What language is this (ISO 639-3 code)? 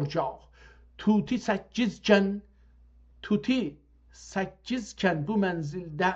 azb